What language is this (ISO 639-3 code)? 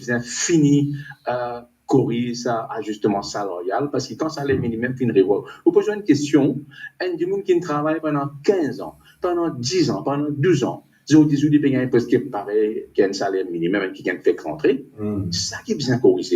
mfe